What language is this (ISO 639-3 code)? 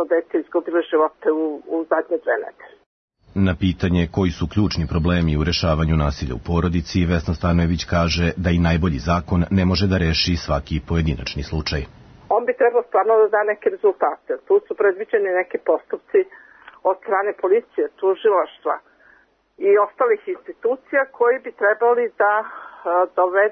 srp